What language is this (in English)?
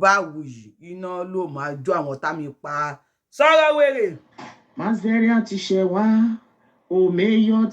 Yoruba